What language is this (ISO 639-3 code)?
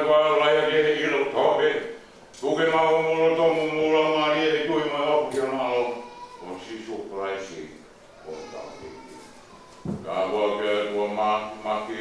ton